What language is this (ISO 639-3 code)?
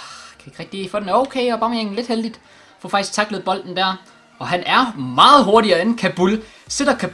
dan